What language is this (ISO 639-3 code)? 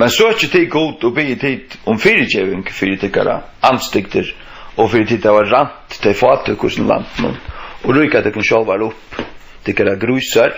fao